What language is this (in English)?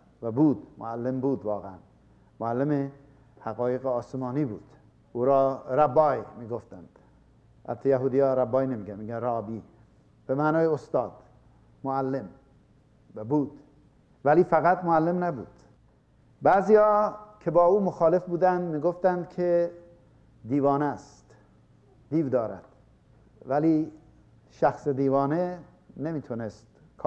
Persian